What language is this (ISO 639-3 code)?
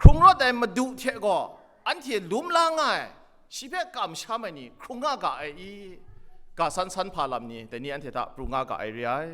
kac